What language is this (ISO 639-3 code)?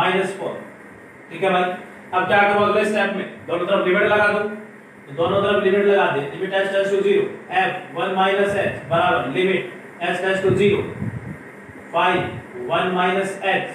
hin